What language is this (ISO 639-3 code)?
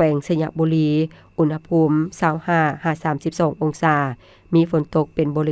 lao